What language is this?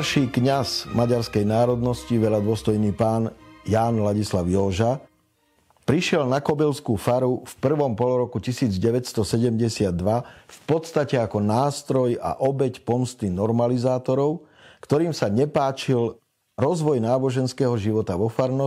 Slovak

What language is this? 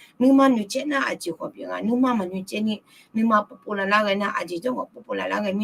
Akha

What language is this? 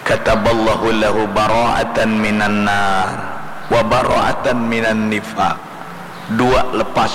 Banjar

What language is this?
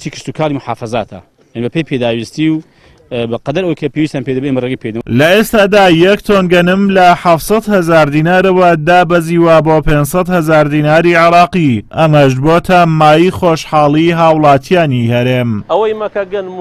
Central Kurdish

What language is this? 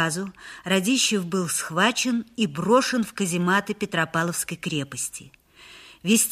Russian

